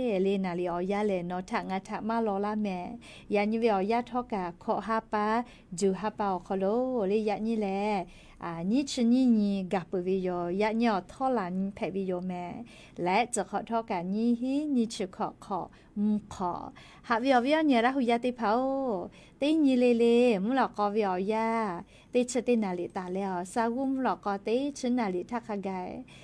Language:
Lahu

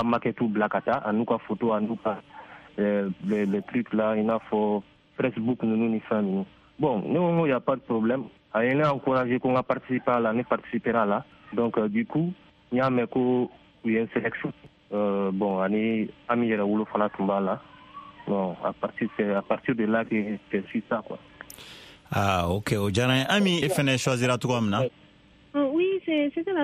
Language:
Bambara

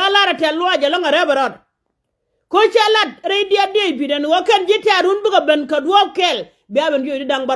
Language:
Nuer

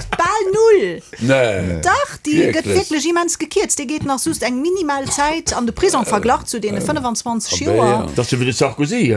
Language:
Luxembourgish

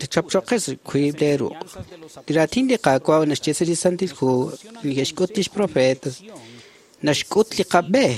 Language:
Kekchí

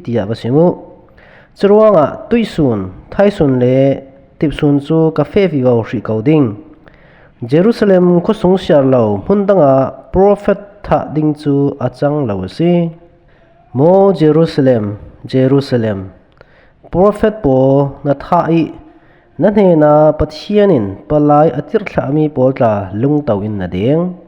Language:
Falam Chin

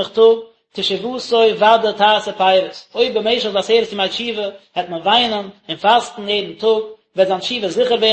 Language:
Yiddish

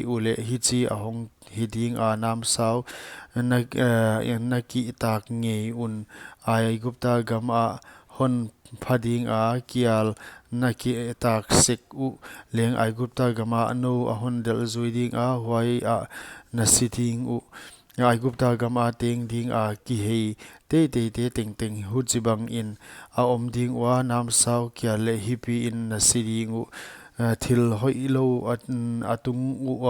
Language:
Paite Chin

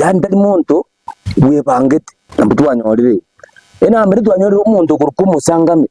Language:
Gusii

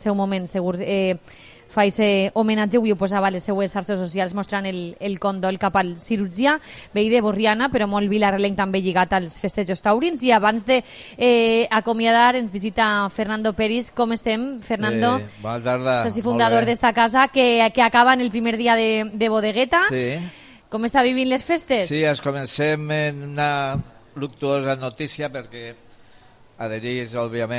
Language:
Catalan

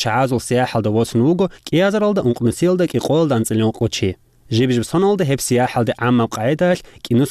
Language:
Avaric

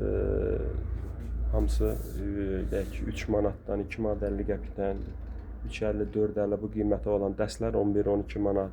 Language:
Azerbaijani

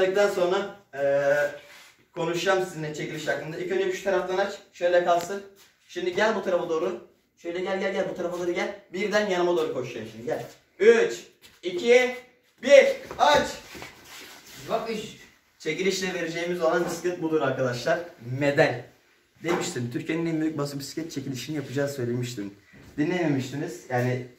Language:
Turkish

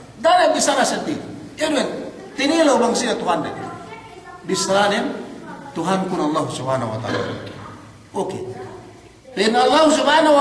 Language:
Yakan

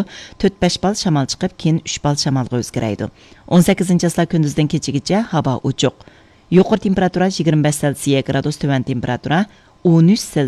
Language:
Uyghur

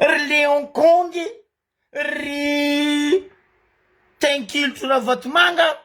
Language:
Malagasy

